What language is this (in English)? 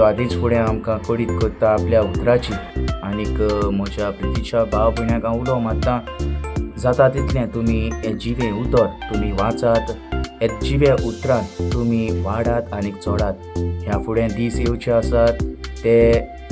Konkani